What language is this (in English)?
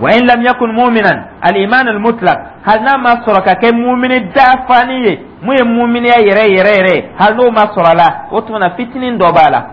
Dyula